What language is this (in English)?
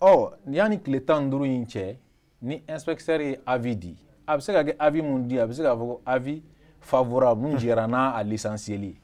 Bambara